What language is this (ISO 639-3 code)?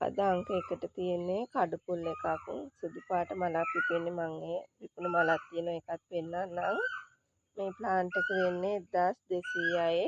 sin